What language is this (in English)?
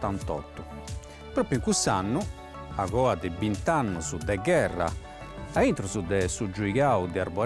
Sardinian